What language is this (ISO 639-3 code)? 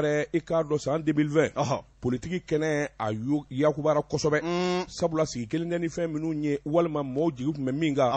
bam